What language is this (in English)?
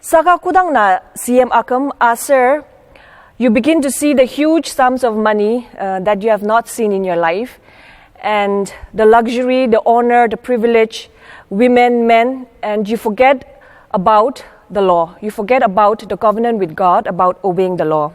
Ao Naga